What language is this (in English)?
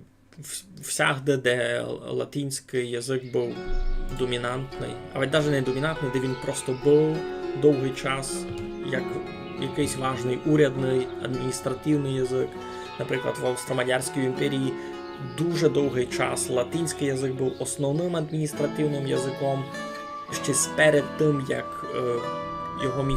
Rusyn